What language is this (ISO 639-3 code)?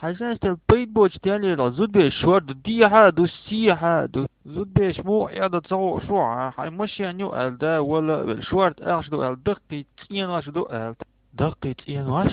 che